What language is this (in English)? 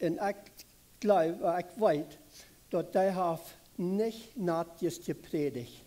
Plautdietsch